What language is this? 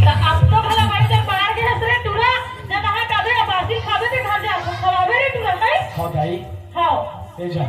Chhattisgarhi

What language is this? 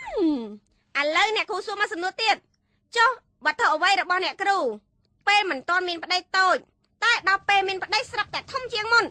Khmer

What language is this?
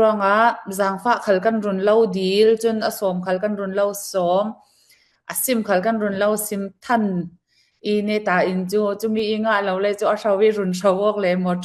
Falam Chin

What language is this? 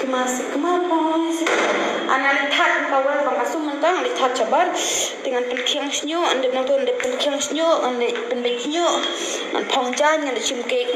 Khasi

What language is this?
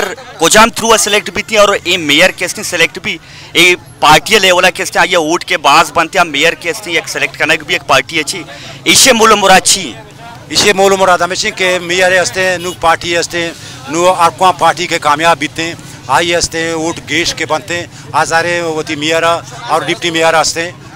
Baluchi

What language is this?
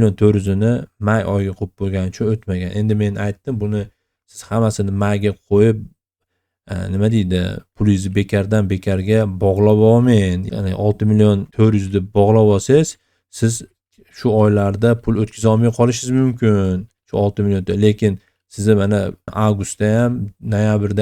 Uzbek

